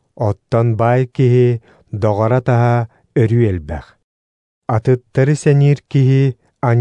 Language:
Yakut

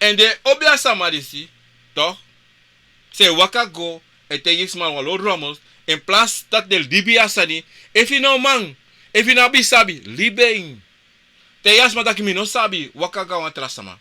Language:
Sranan Tongo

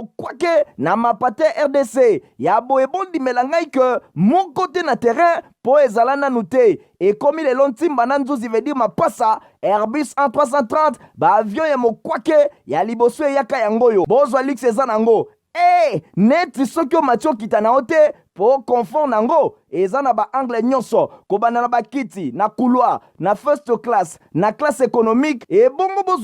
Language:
Lingala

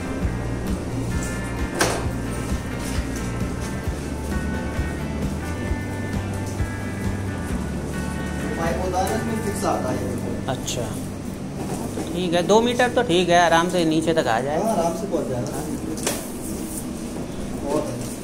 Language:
Hindi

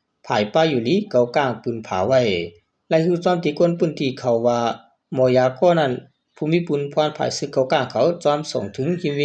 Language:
Shan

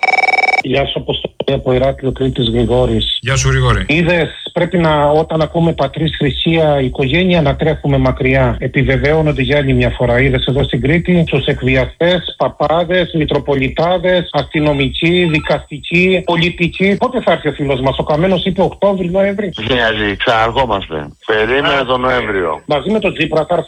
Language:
Greek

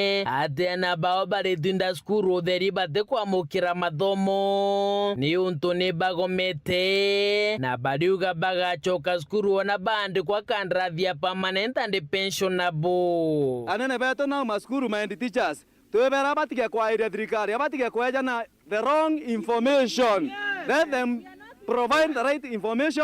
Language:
Meru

